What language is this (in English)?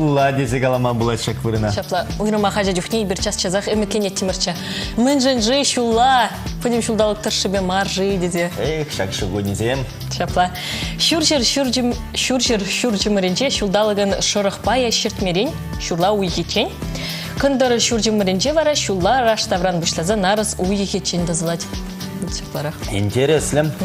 Chuvash